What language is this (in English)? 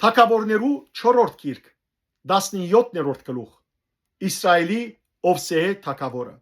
Western Armenian